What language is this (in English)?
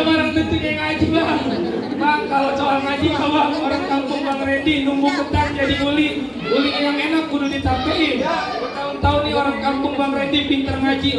Betawi